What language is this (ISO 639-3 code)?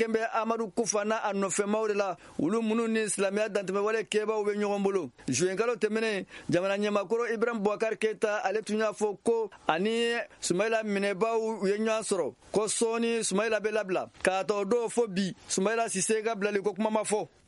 bam